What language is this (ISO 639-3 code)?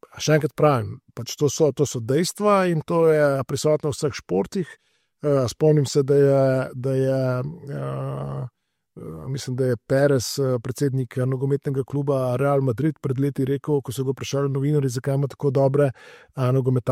slv